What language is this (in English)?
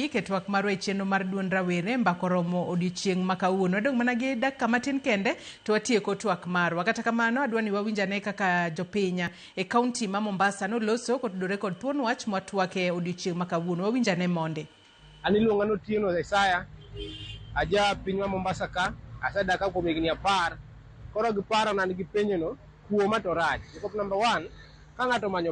Luo (Kenya and Tanzania)